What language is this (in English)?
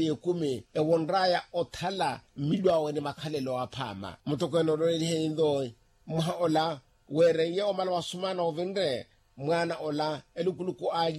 Makhuwa